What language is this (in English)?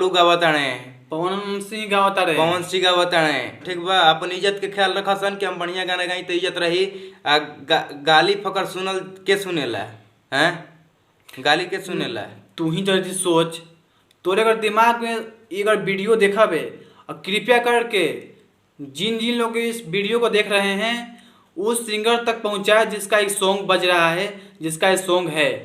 Bhojpuri